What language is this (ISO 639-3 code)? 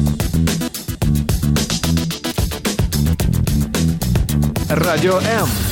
ukr